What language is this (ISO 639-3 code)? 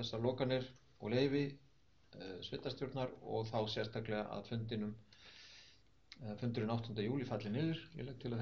isl